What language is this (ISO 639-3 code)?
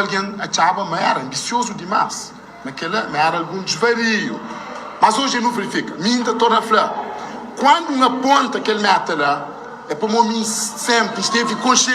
kea